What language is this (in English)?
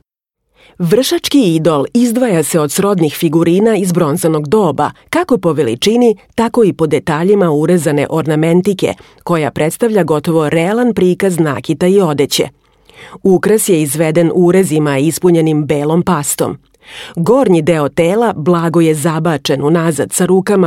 Serbian